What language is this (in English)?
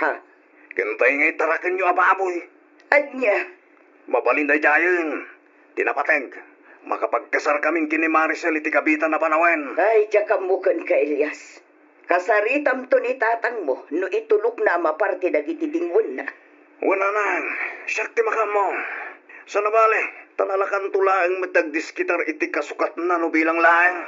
Iloko